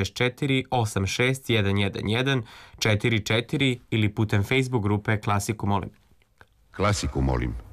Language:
Serbian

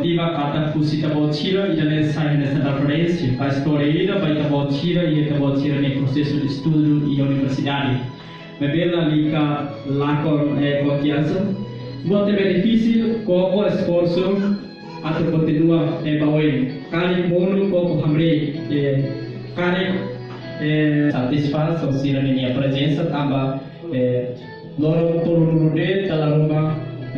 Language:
Tetum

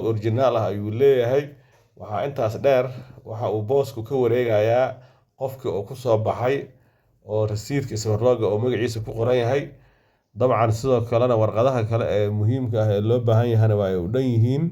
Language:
Somali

